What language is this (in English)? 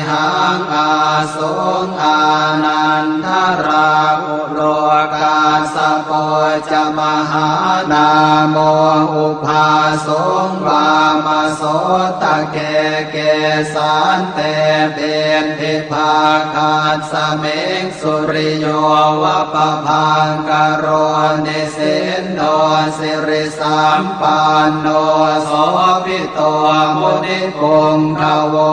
Pali